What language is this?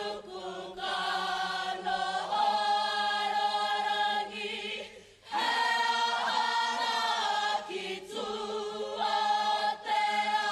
Māori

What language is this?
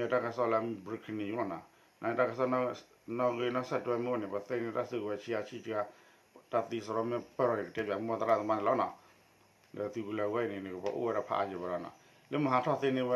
S'gaw Karen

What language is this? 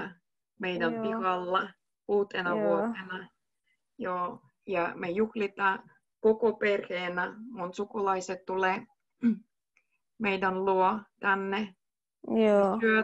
Finnish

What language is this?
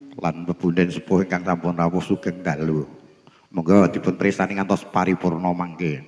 Javanese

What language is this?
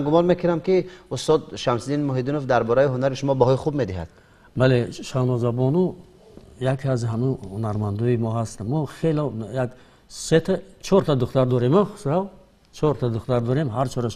Tajik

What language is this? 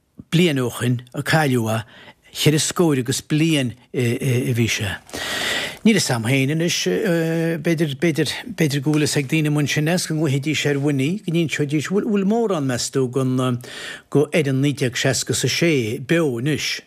Irish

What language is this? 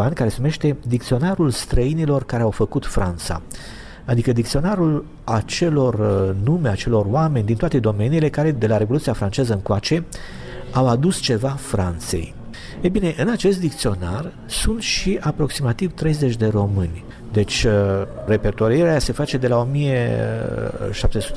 Romanian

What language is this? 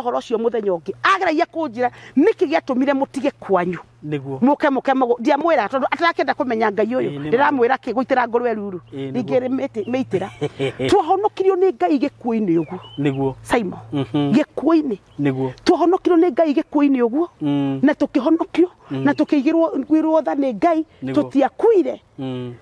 Kikuyu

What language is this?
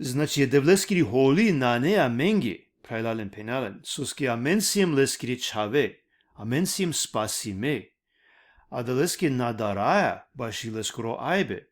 Balkan Romani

